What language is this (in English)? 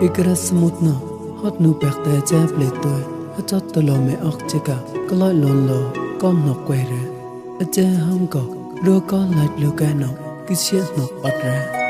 Mon